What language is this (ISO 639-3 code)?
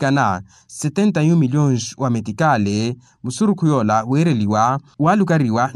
vmw